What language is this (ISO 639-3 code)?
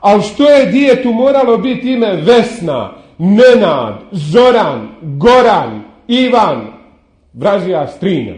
bos